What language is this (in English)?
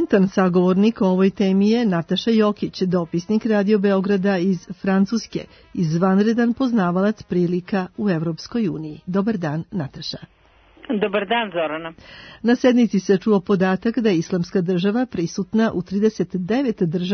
Serbian